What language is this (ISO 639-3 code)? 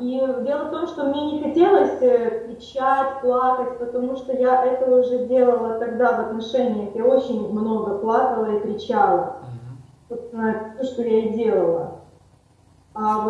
rus